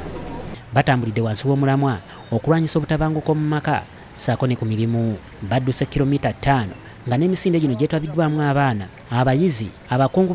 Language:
Ganda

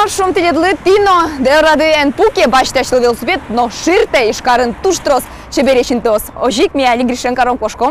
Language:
Udmurt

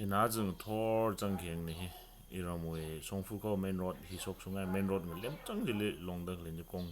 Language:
Tangkhul Naga (India)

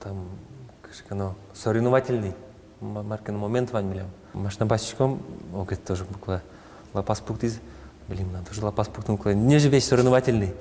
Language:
Udmurt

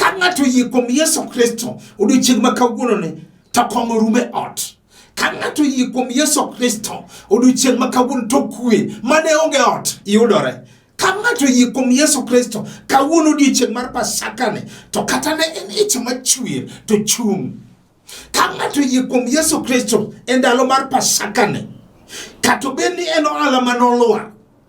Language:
Luo (Kenya and Tanzania)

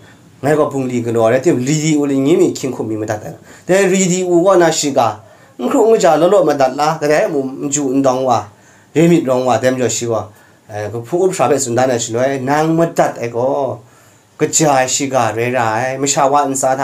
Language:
Kachin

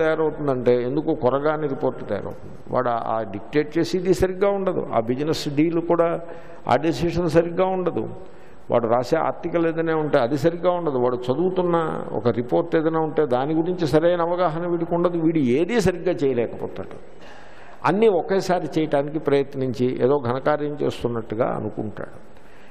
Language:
Telugu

